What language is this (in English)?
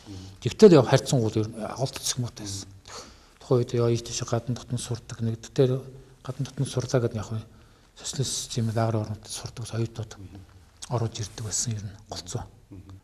Mongolian